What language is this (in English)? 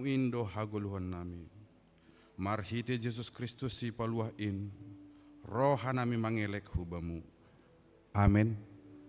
Batak Simalungun